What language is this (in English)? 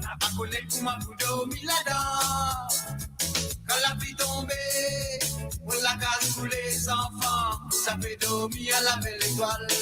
Morisyen